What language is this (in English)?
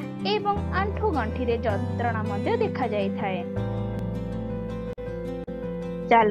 Odia